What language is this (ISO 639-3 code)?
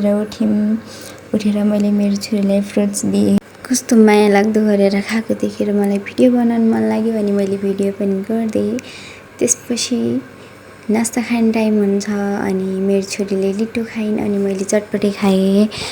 nep